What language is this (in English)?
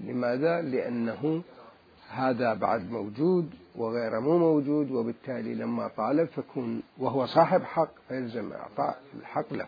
Mesopotamian Arabic